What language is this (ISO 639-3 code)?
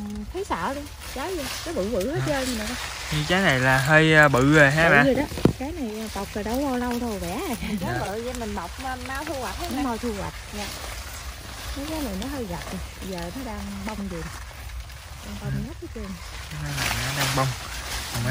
vie